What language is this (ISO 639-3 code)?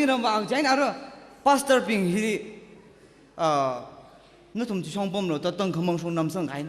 nmf